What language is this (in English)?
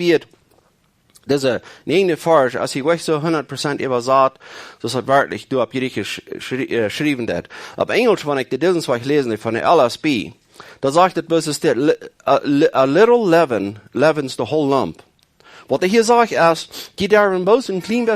Plautdietsch